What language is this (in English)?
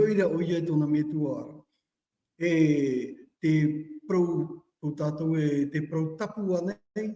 Tahitian